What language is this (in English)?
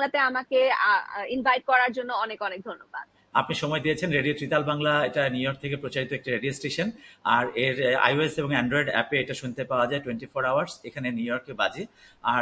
Bangla